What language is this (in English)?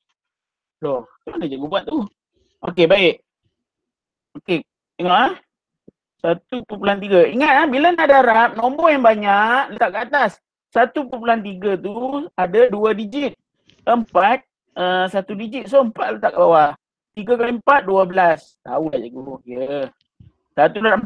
Malay